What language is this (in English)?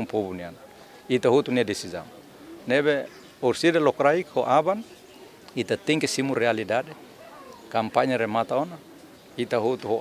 Tetum